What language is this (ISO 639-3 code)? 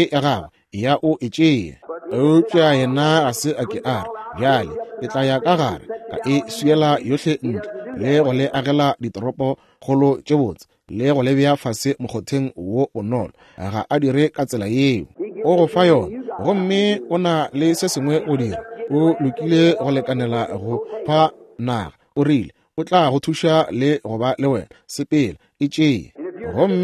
nso